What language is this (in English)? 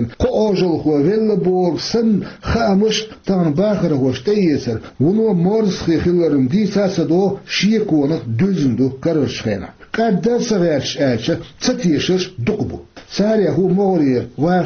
Chechen